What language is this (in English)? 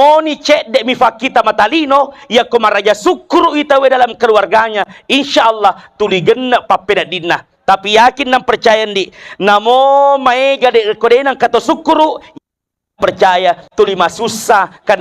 Buginese